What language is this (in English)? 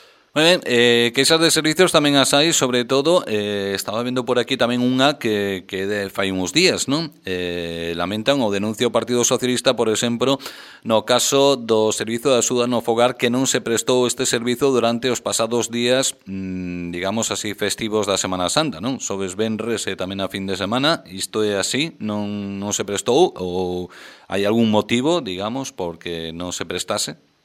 Galician